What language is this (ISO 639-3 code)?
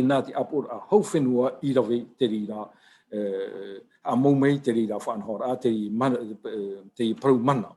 tah